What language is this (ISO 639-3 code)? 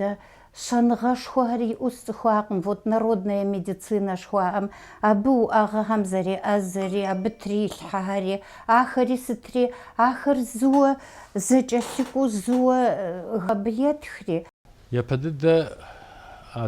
kbd